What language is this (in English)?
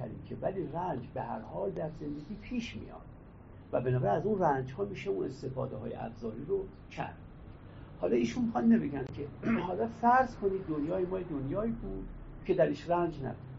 Persian